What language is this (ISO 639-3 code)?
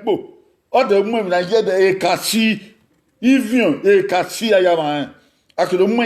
bin